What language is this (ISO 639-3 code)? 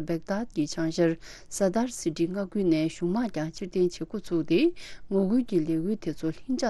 bod